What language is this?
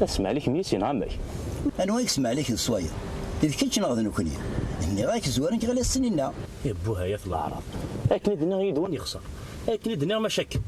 Kabyle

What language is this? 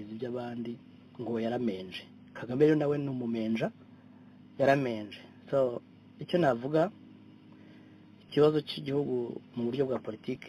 Kinyarwanda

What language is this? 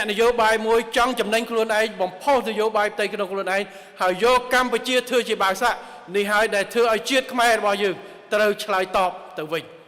Khmer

